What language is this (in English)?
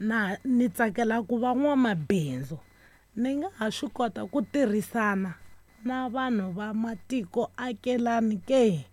Tsonga